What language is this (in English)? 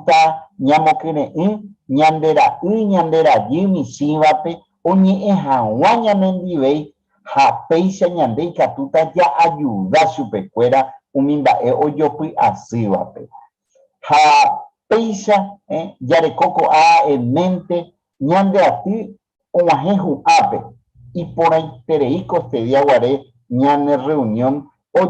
Guarani